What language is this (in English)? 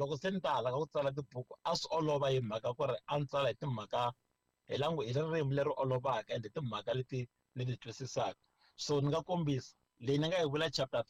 Tsonga